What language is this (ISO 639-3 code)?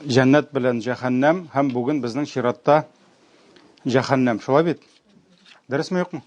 tat